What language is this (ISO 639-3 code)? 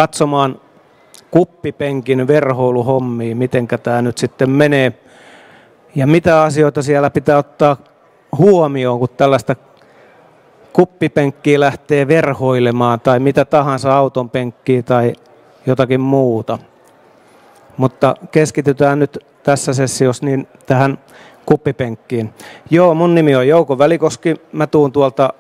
fin